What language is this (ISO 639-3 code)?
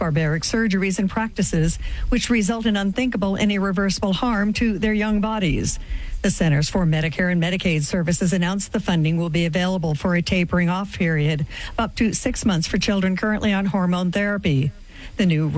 eng